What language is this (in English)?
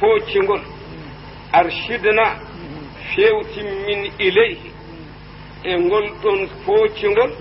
Fula